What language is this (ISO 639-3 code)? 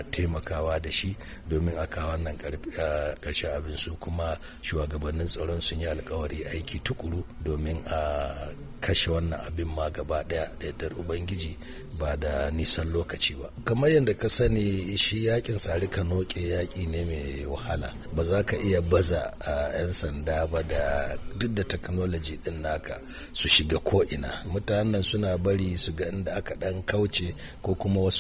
hau